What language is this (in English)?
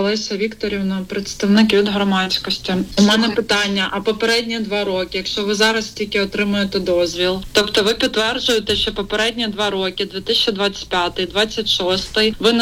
Ukrainian